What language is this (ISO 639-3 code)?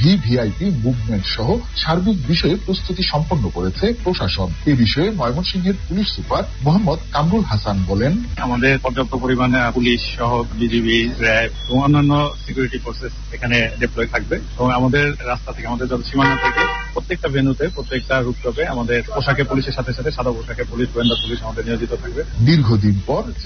ben